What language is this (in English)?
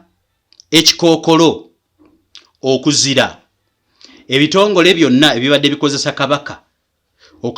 Ganda